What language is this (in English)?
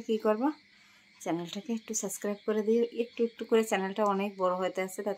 Bangla